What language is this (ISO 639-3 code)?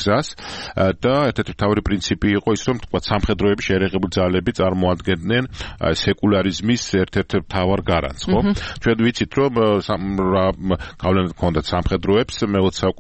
kat